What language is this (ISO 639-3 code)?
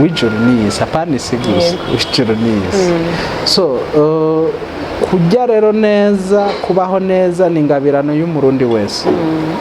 run